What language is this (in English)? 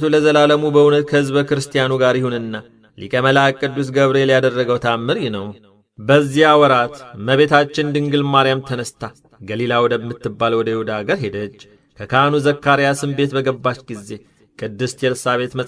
Amharic